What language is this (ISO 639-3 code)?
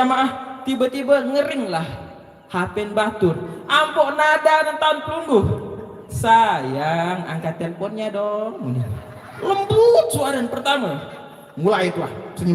sas